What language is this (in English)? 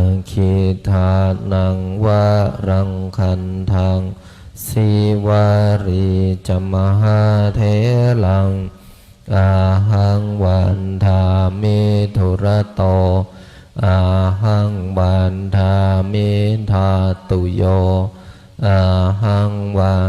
Pali